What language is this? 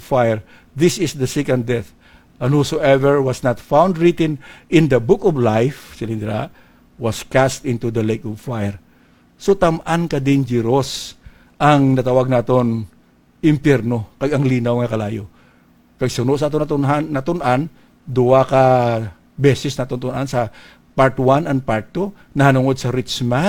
Hiligaynon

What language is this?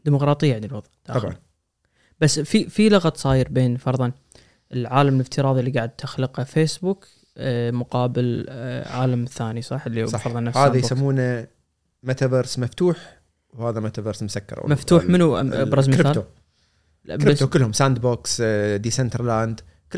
Gulf Arabic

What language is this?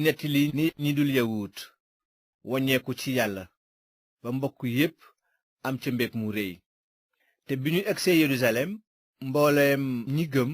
Wolof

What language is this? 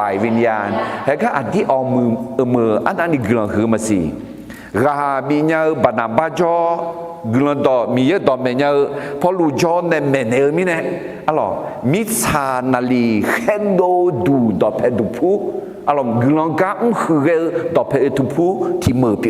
Akha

